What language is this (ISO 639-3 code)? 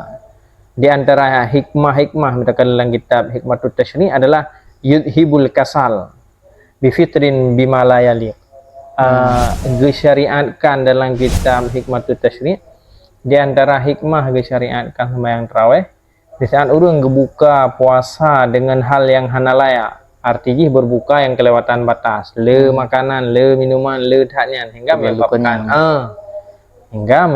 ace